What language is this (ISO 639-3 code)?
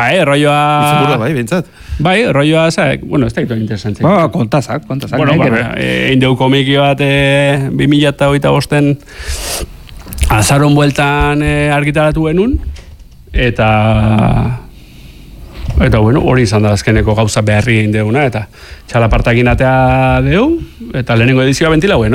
eus